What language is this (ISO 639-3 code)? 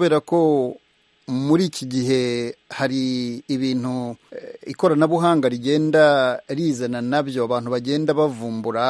kin